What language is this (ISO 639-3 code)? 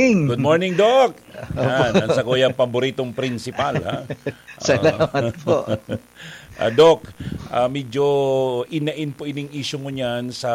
bik